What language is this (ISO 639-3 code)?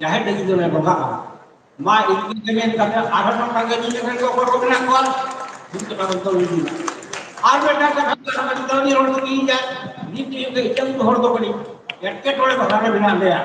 sat